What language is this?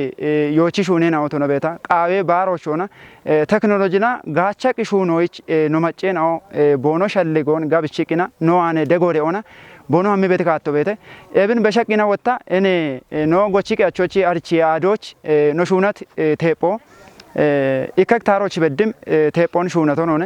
Kafa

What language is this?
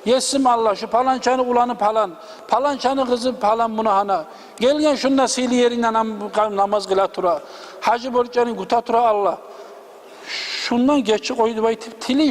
Kumyk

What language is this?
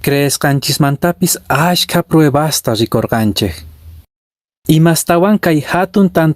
Quechua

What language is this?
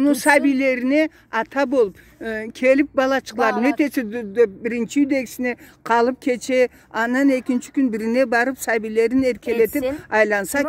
Karachay-Balkar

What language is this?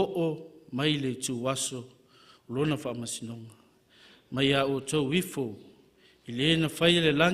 Samoan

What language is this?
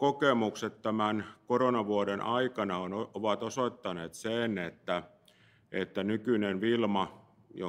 Finnish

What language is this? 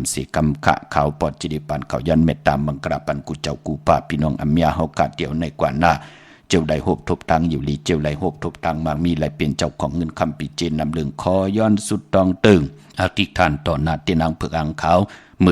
Shan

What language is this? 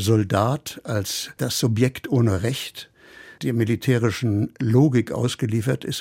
German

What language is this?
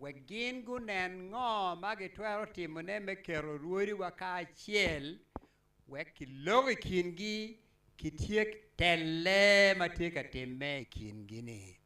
Acoli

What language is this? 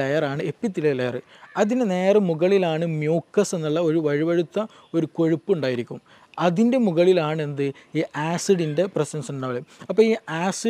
Malayalam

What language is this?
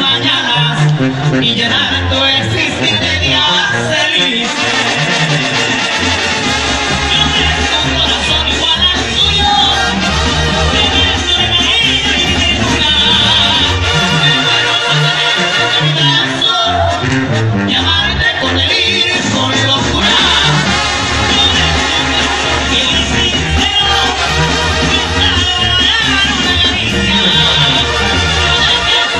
Spanish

